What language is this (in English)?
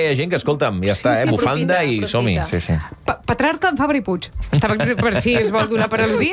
Catalan